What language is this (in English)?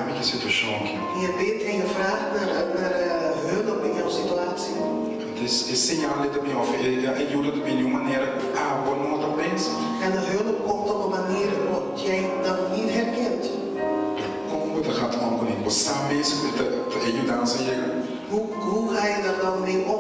Papiamento